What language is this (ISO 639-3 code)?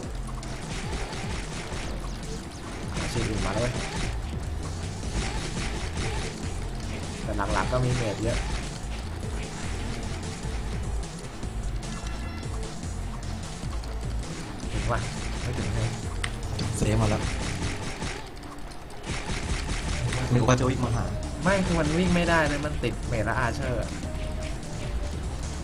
tha